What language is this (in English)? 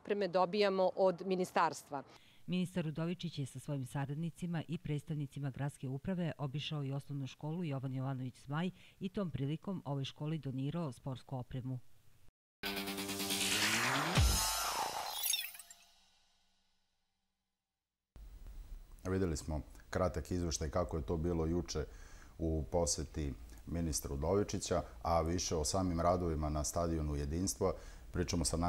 Serbian